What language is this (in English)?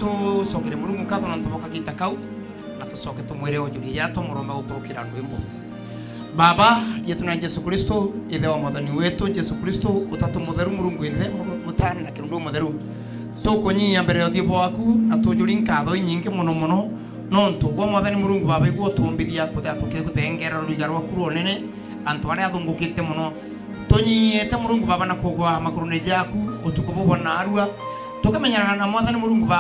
Meru